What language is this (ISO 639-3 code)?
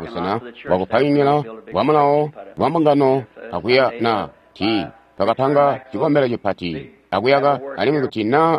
toi